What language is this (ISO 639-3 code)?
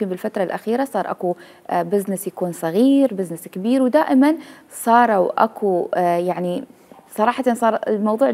acm